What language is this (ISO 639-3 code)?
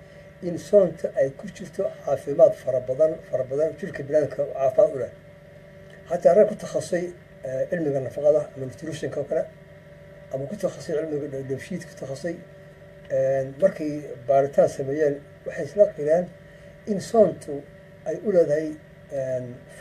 som